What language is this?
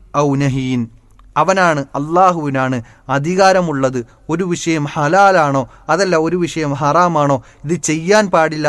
Malayalam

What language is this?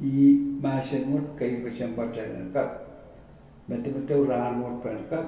Pohnpeian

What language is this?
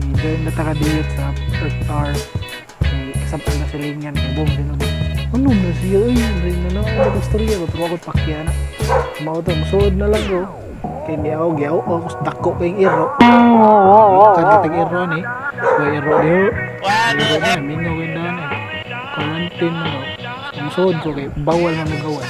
Cebuano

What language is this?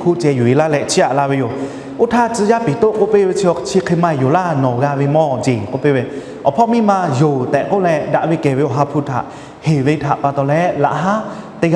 Lahu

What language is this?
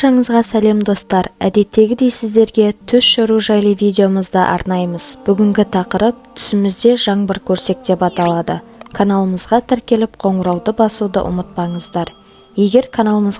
Kazakh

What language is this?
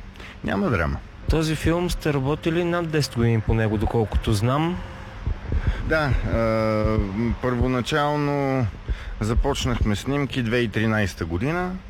Bulgarian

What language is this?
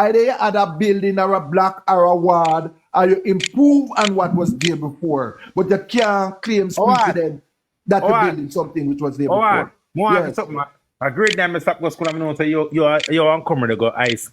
Jamaican Creole English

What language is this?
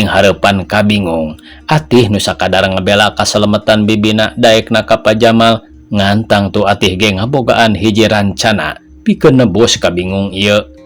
Sundanese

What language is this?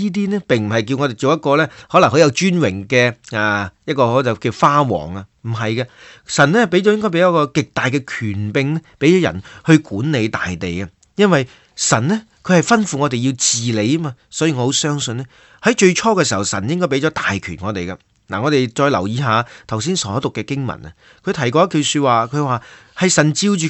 Cantonese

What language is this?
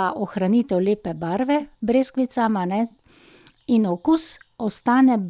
Slovenian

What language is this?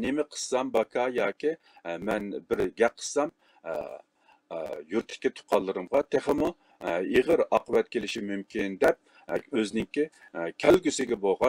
Uyghur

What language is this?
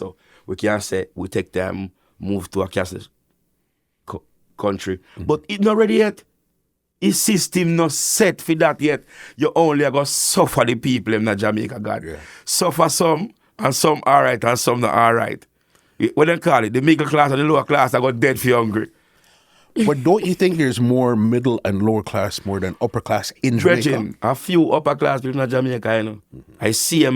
Jamaican Creole English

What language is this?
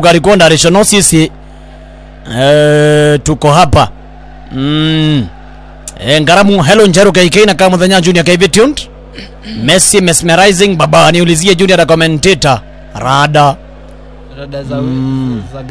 Swahili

